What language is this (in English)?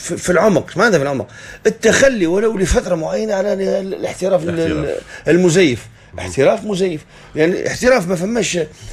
Tunisian Arabic